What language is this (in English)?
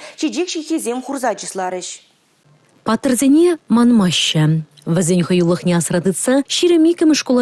Chuvash